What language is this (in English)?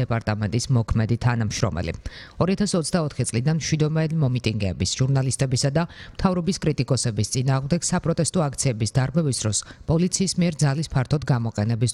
Georgian